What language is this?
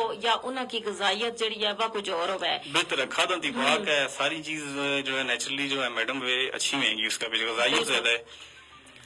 Gujari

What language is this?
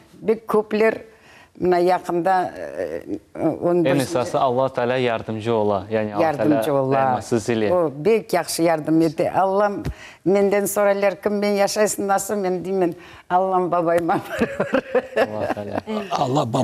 Crimean Tatar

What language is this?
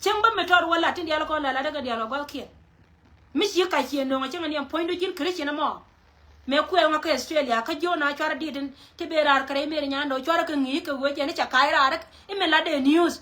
Nuer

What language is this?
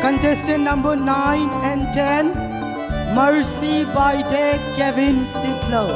Thado Chin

